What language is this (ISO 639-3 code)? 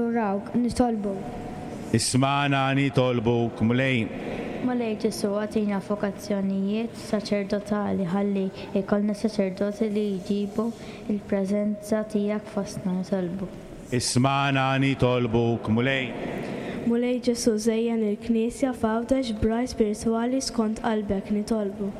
mlt